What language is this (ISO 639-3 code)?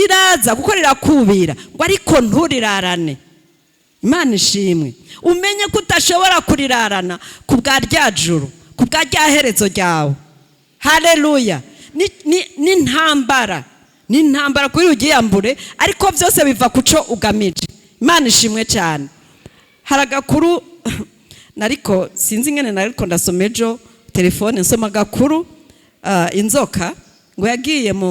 run